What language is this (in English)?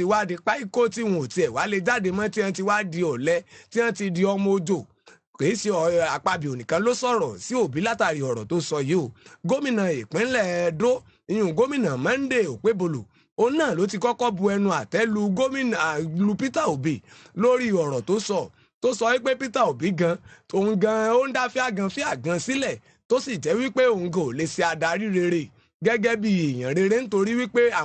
Yoruba